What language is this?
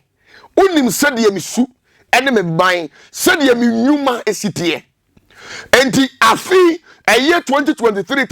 Akan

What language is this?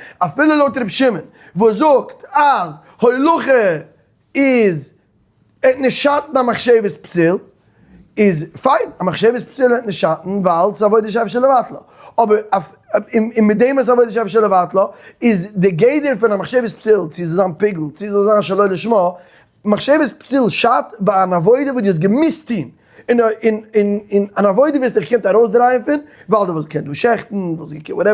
Yiddish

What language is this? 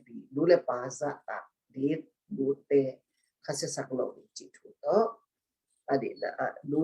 Tedim Chin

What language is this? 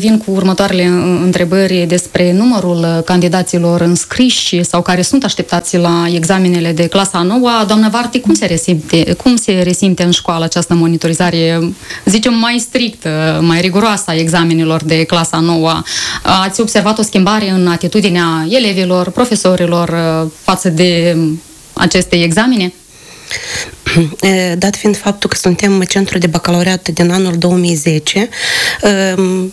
Romanian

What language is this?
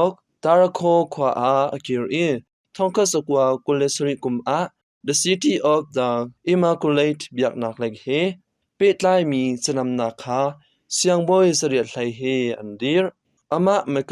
Hakha Chin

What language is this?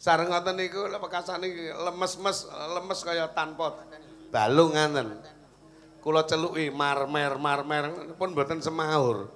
Javanese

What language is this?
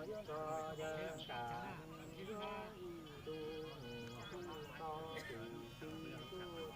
Hmong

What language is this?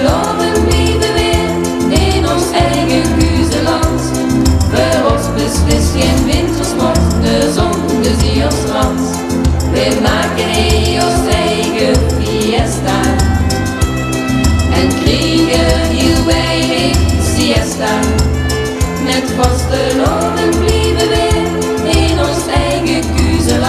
Dutch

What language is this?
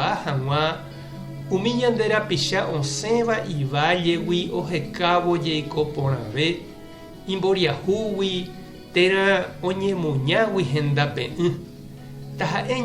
Guarani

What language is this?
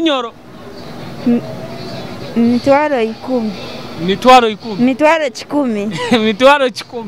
Nyoro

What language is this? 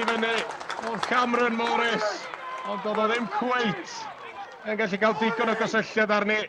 Welsh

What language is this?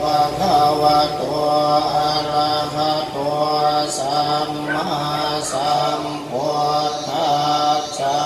Pali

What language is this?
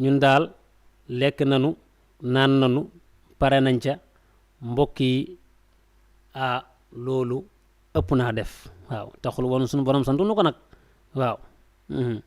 Wolof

